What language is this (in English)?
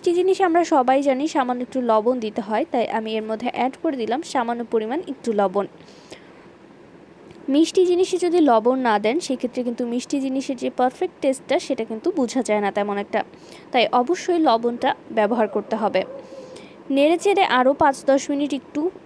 Bangla